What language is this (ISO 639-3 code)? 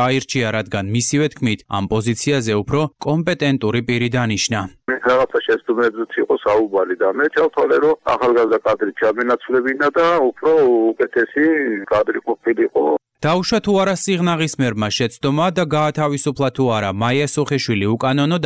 kat